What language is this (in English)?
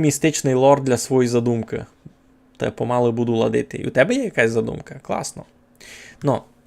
Rusyn